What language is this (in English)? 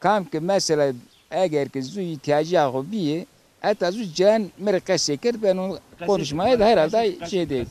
Zaza